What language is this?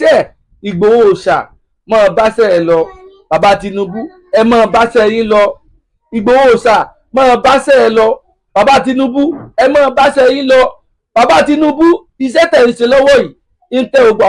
Yoruba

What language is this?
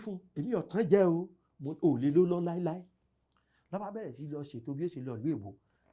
Yoruba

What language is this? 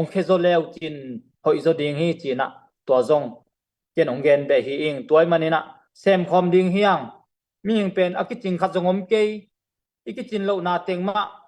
Tedim Chin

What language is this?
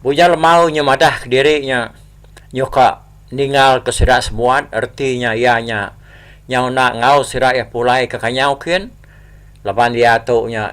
Iban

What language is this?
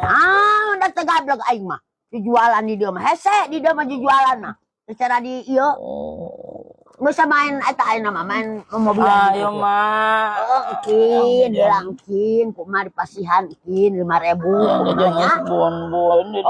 Sundanese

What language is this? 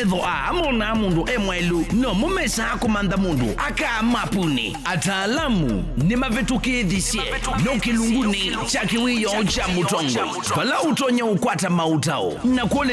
Kamba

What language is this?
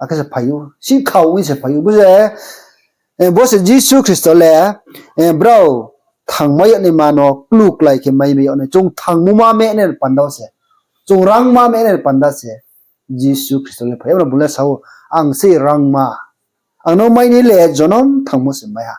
Riang (India)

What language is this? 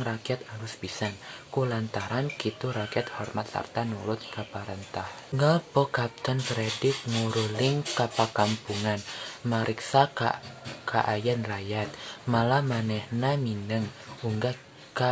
Sundanese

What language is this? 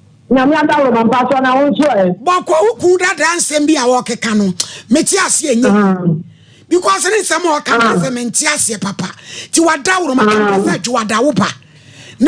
Akan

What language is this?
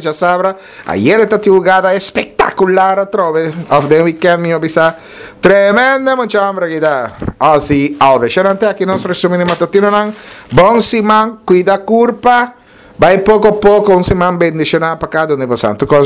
Papiamento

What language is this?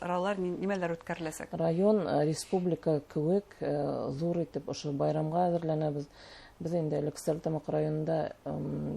Bashkir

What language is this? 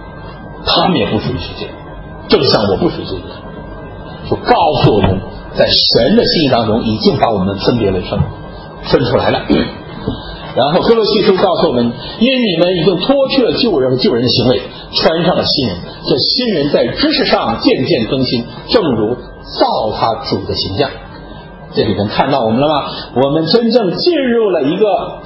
Chinese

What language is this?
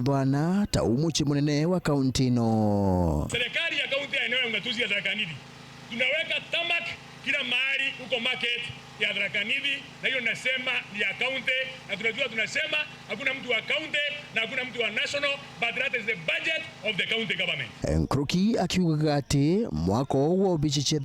Meru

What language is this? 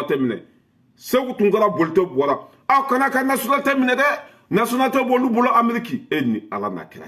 Bambara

